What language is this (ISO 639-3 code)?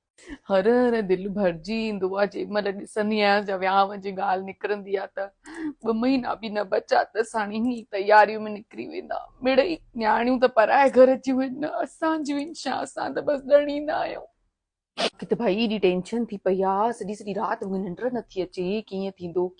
snd